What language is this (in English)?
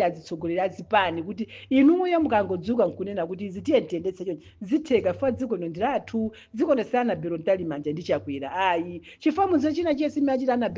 Nyanja